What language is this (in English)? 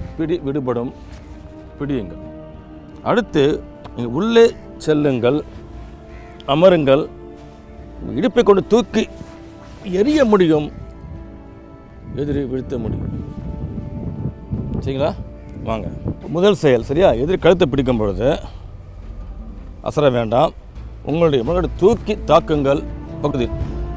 Tamil